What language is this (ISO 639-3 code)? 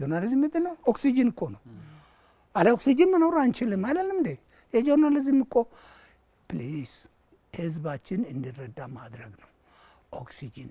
amh